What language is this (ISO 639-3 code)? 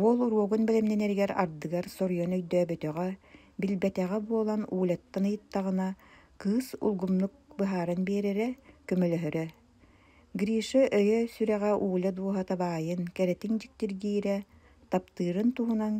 sah